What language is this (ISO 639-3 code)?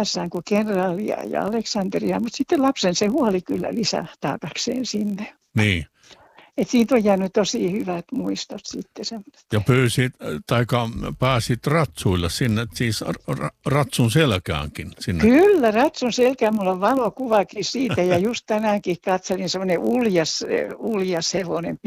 fin